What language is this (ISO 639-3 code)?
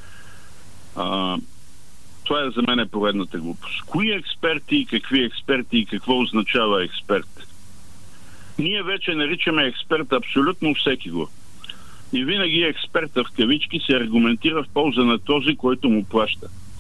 bul